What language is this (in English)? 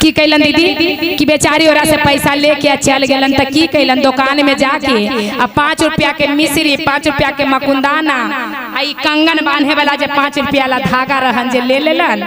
Magahi